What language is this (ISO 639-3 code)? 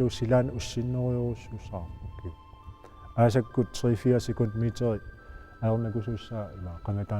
kal